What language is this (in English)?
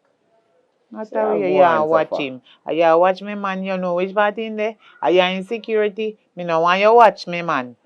Jamaican Creole English